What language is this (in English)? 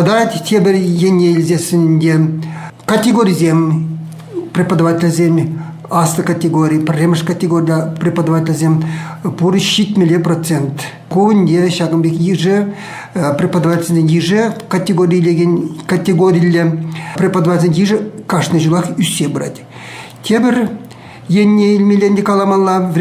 Chuvash